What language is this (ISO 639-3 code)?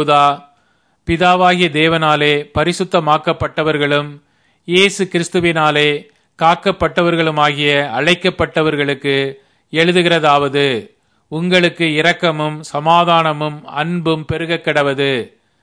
tam